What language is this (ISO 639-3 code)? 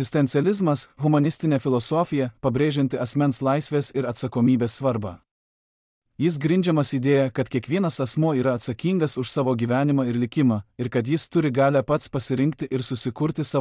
lit